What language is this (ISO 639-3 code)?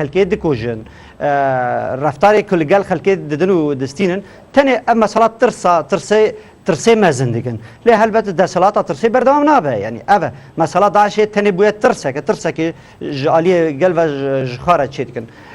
kur